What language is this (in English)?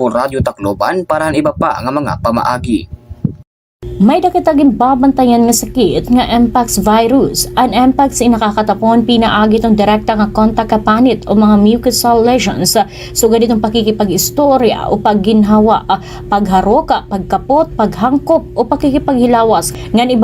Waray